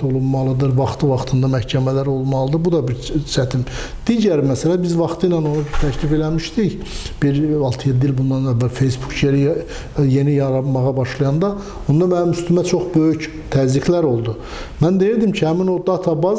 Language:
Azerbaijani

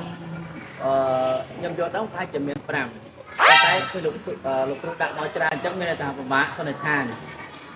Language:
Khmer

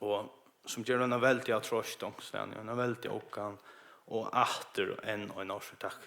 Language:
Faroese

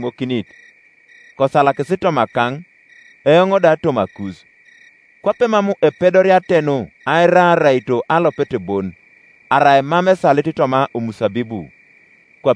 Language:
Teso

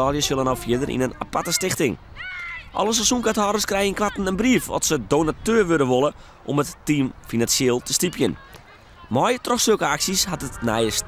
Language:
Western Frisian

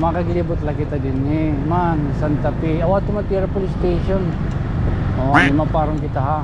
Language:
Waray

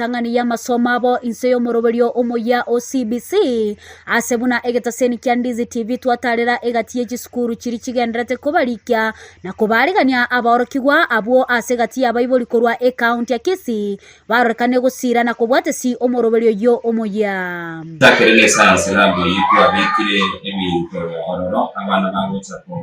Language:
Gusii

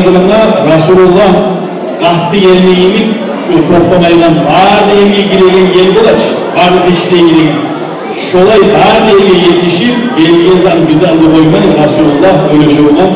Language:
Kumyk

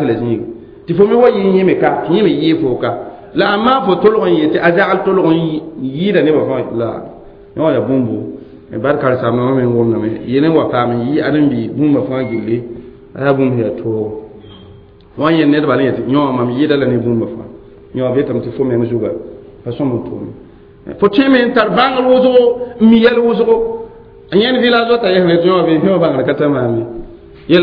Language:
Mossi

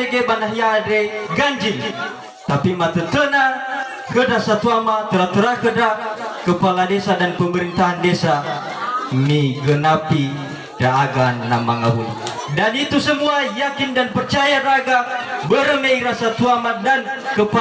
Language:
Nias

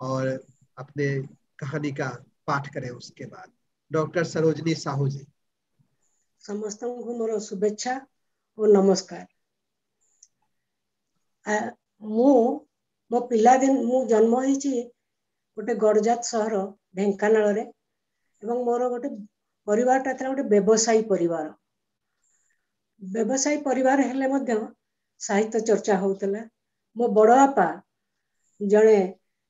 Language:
Odia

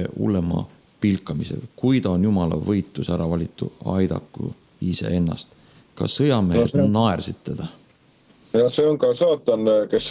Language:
Estonian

